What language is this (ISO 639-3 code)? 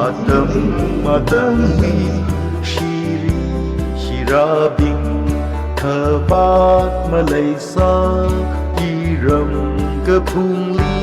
nmf